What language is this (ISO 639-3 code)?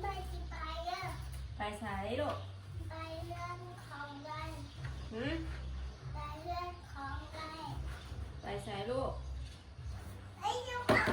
tts